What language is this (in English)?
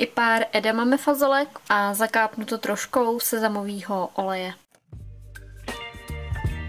Czech